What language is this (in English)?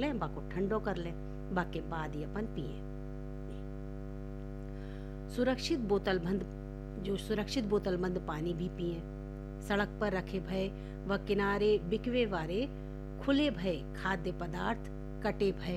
Hindi